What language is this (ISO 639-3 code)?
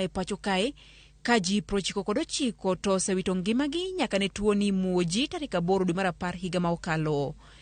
luo